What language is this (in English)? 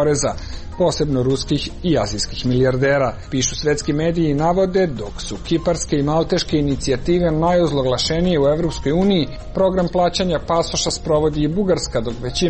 Serbian